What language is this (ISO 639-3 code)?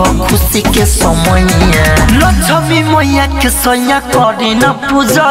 bho